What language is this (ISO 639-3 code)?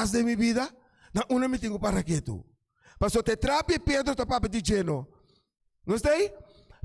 pap